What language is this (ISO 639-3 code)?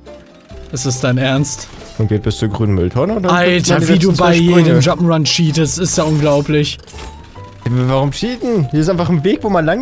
deu